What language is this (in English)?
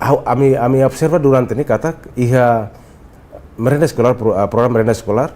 Tetum